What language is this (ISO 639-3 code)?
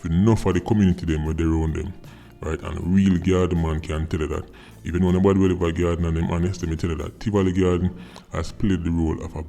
jam